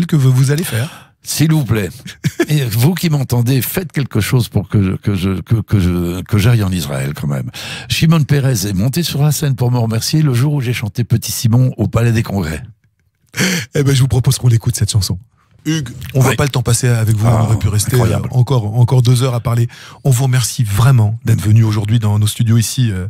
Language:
French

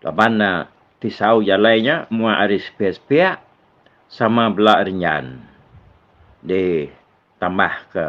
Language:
Iban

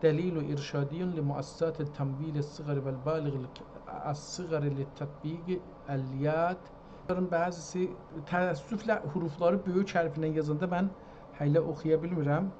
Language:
South Azerbaijani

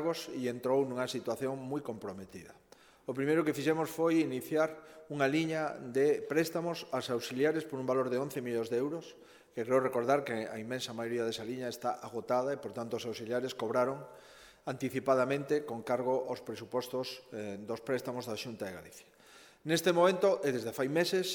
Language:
Galician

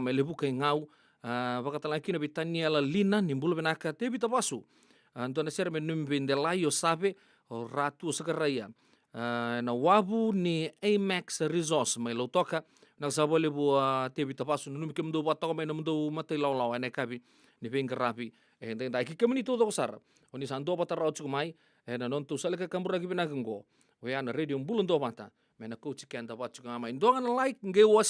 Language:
Fijian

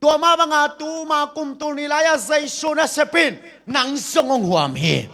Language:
Tedim Chin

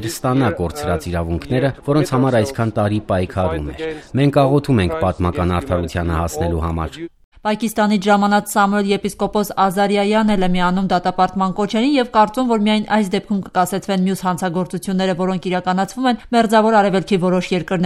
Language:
Armenian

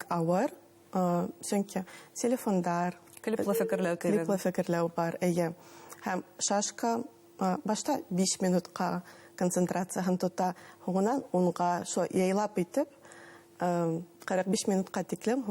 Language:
Bashkir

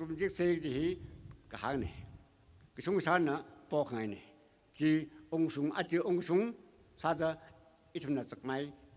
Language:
Tangkhul Naga (India)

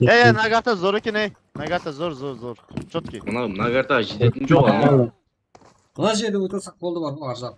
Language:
Kara-Kalpak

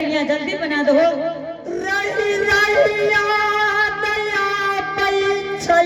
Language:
Angika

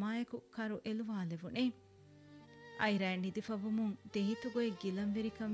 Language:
Divehi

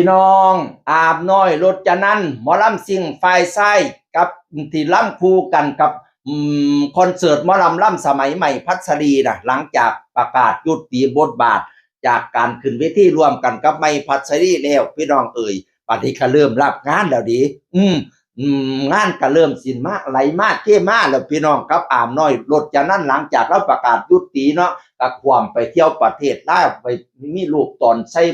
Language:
Northeastern Thai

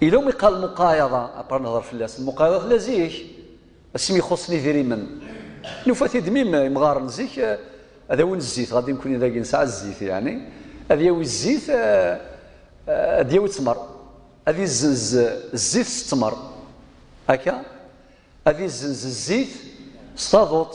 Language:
Kabyle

